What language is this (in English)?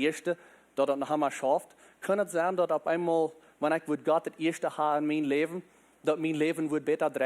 Plautdietsch